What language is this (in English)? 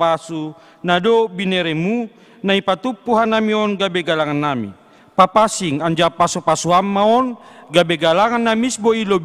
Batak Simalungun